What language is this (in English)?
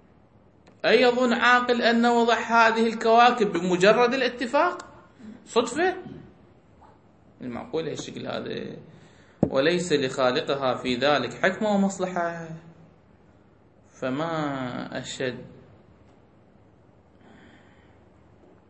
Arabic